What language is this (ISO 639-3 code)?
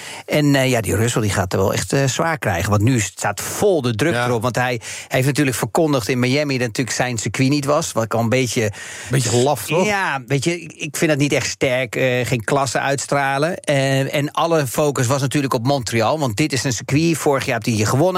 nld